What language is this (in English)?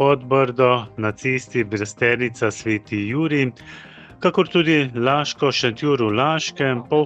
Slovenian